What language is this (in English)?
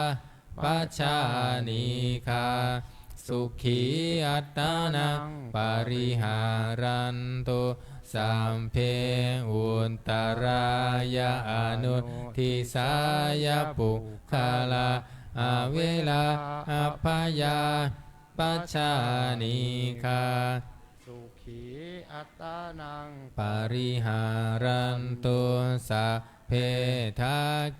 Pali